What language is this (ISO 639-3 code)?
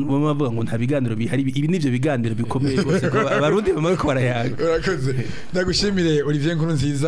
run